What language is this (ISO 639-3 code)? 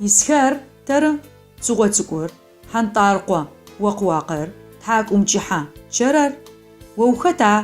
ady